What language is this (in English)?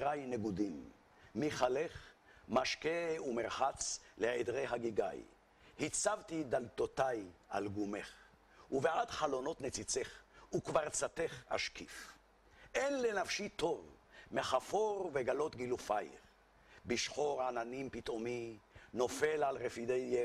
Hebrew